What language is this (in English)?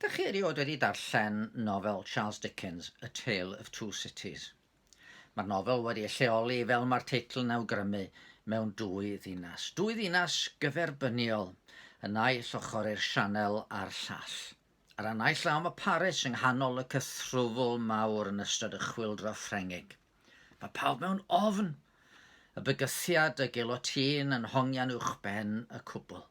Welsh